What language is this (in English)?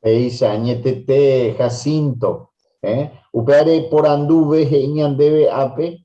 Guarani